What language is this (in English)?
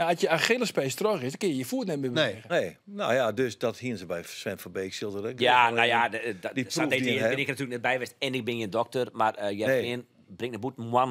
Western Frisian